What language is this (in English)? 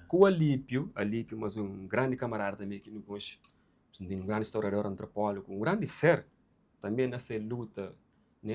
Kabuverdianu